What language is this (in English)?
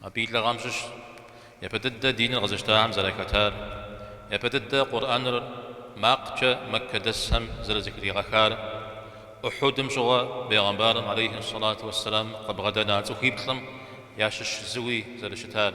Kabardian